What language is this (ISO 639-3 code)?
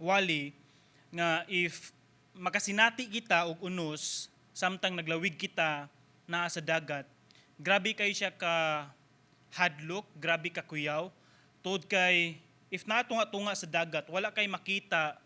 ceb